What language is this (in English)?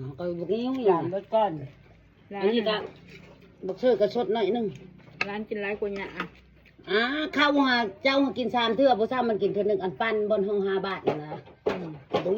Lao